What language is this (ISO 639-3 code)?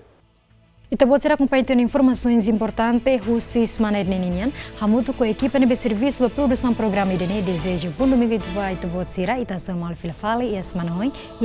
tet